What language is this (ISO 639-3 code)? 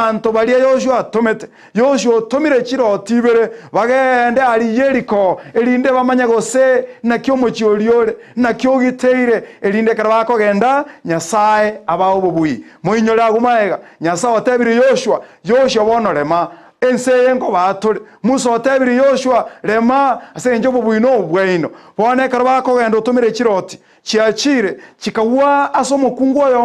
guz